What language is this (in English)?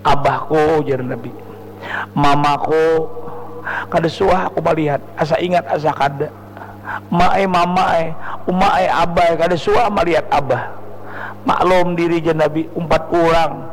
Banjar